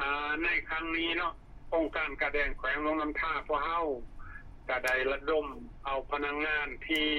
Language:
Lao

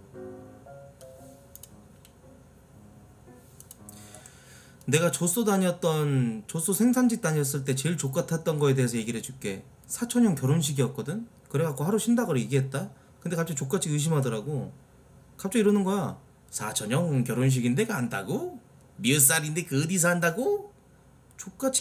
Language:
Korean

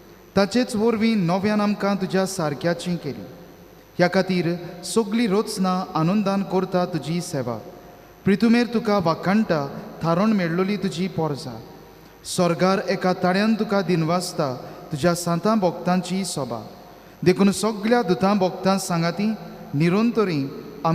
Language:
Konkani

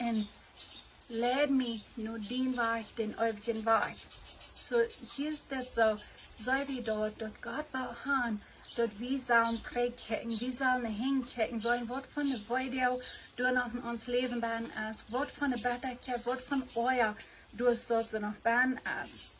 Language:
Plautdietsch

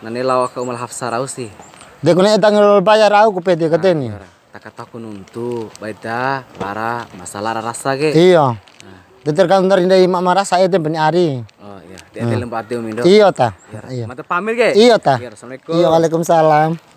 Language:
Bima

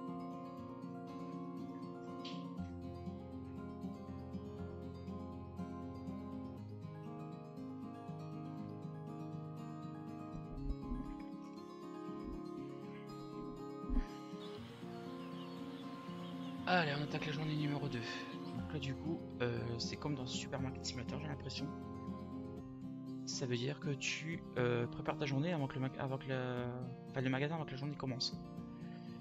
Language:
French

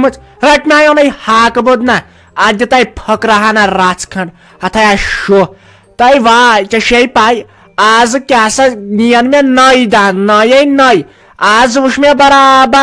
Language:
Kashmiri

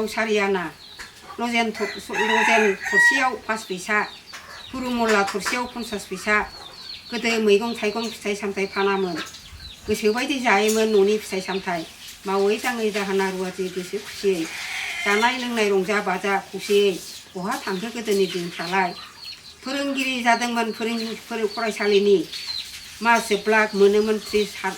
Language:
Bodo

